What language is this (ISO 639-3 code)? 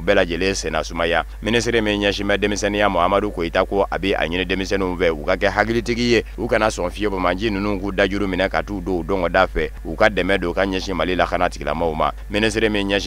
bam